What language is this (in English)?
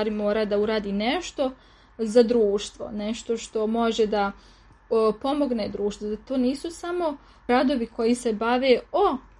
Serbian